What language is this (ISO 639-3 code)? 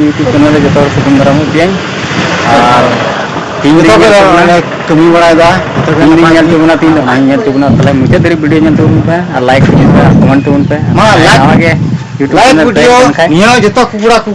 sat